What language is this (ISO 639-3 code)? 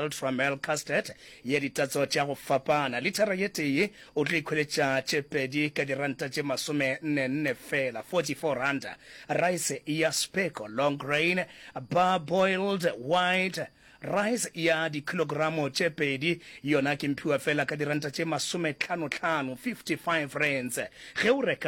nso